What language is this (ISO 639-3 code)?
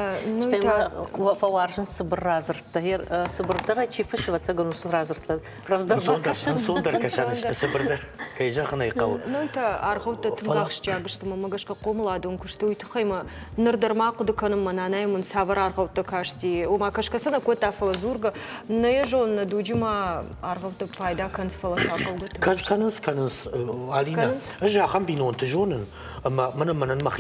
oss